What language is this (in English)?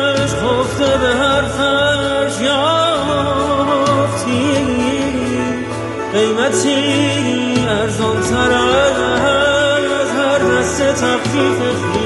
Persian